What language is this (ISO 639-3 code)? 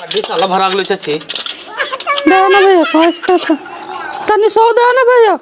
mag